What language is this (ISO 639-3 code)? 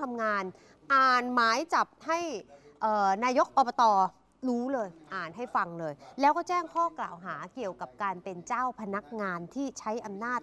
tha